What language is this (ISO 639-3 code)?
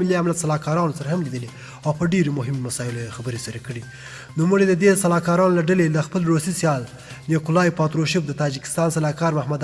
pus